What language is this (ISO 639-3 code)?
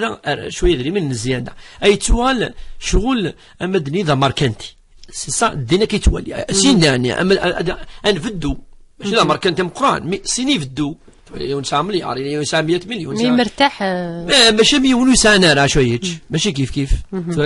kab